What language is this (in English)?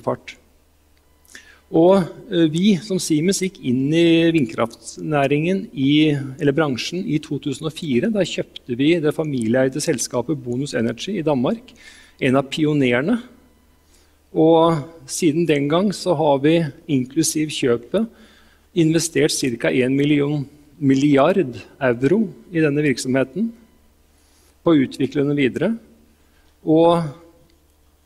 Norwegian